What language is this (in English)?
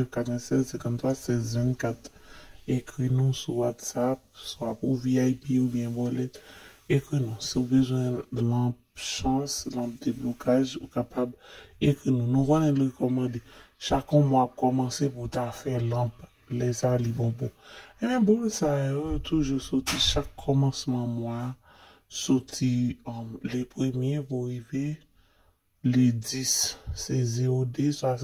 Haitian Creole